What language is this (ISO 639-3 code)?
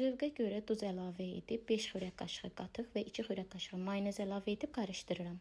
aze